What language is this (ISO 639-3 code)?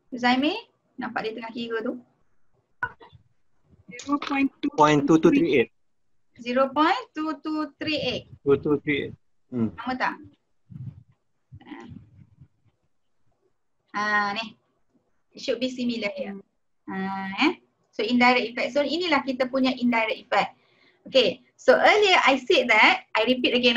msa